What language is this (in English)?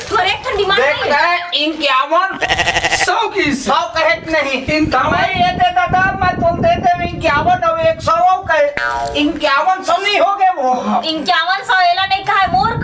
Chhattisgarhi